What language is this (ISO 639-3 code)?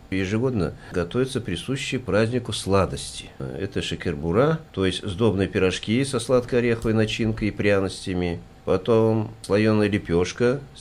rus